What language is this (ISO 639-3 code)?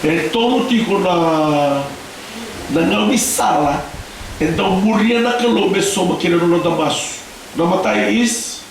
fij